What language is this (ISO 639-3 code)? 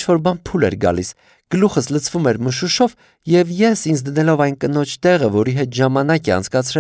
hye